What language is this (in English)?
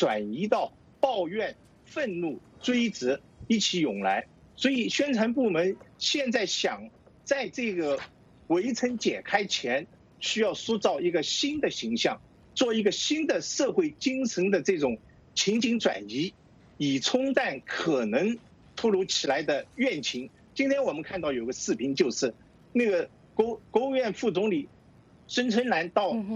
Chinese